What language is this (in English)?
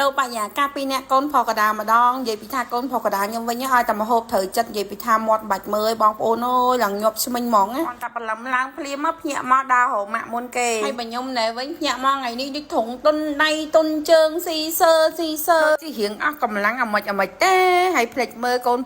Khmer